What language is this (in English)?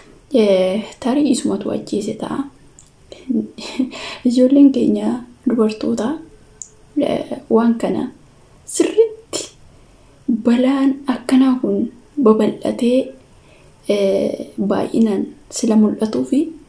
Oromo